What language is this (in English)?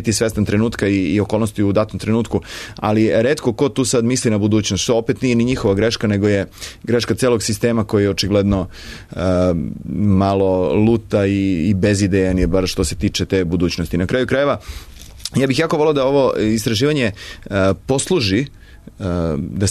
Serbian